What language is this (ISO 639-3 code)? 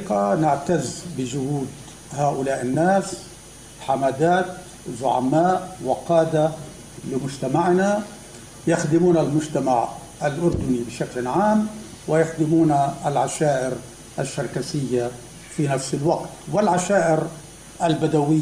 apc